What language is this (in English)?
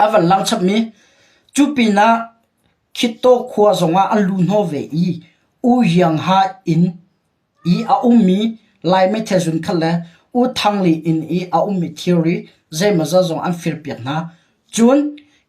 Hakha Chin